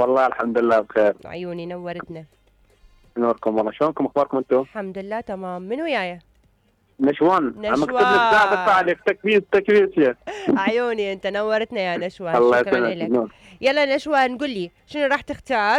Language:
Mesopotamian Arabic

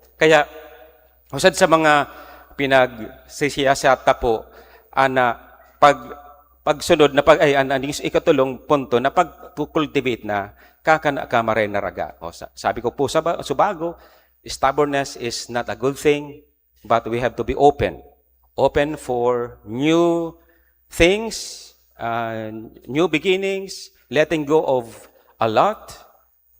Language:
Bikol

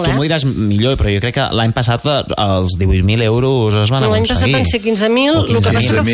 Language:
Catalan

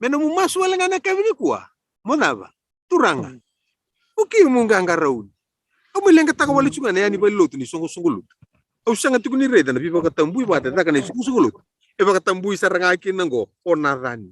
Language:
Fijian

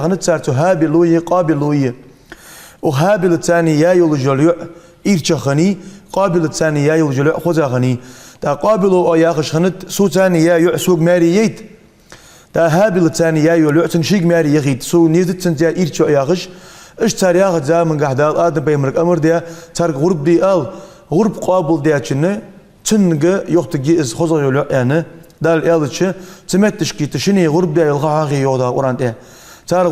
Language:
Ingush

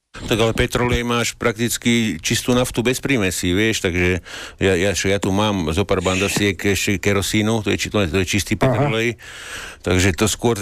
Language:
Slovak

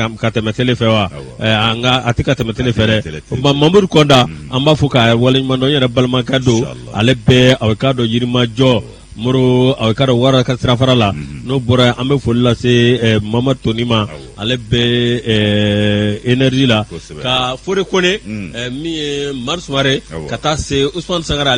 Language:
Bambara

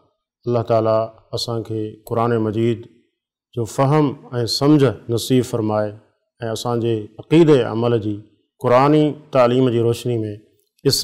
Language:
Sindhi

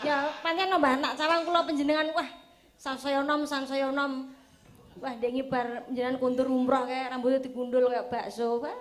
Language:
Javanese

